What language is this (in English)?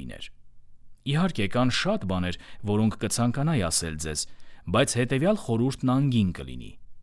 Armenian